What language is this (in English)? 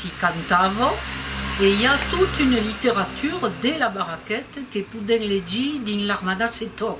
Occitan